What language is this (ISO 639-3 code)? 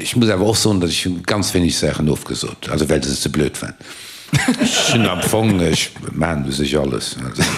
ltz